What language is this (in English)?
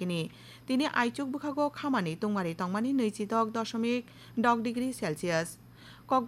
Kok Borok